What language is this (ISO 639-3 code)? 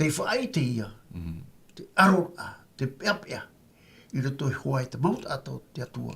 tah